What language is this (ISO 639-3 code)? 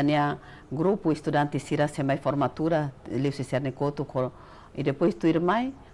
tet